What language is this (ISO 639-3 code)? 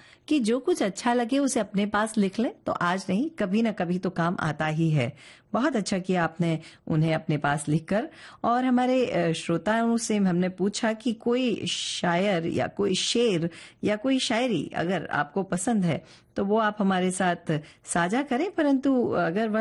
hin